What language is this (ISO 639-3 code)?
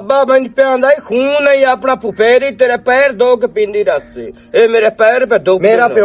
lah